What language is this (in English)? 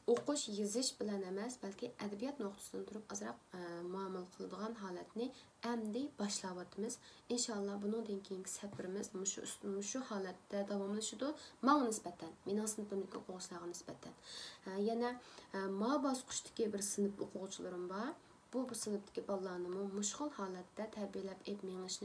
Uyghur